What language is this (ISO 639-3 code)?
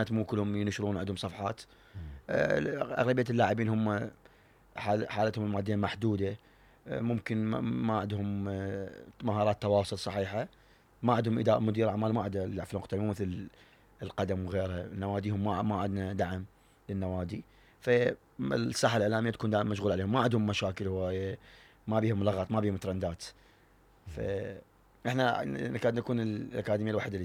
acm